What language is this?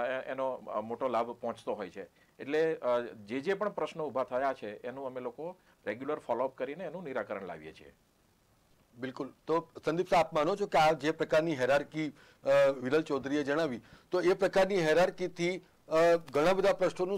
Gujarati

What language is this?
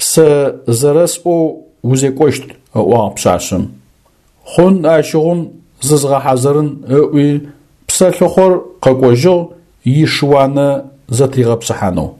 Adyghe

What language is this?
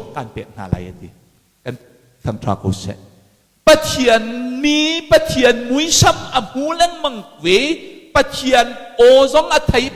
Hakha Chin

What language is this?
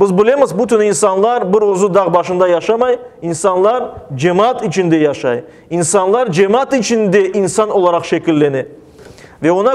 Crimean Tatar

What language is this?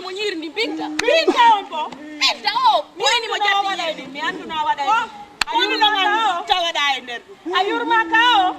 Fula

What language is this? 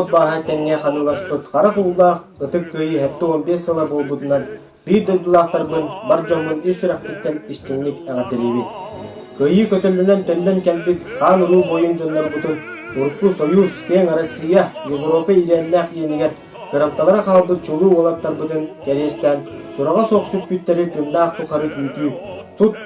Yakut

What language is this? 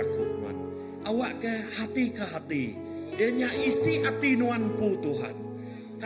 Iban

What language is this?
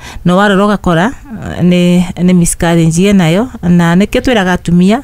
Kikuyu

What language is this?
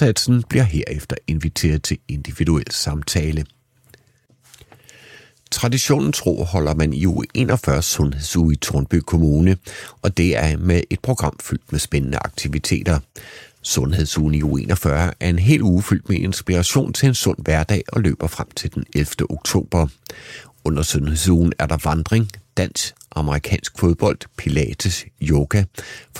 Danish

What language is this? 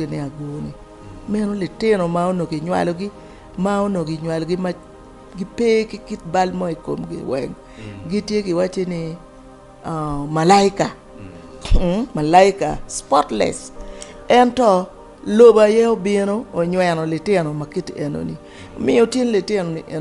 Acoli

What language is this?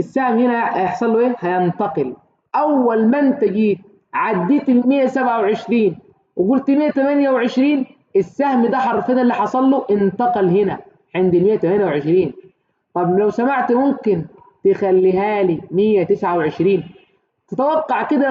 Egyptian Arabic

